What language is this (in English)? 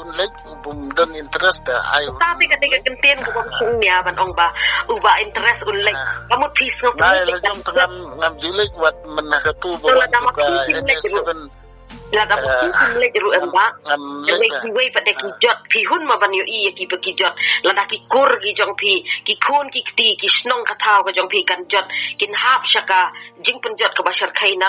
Khasi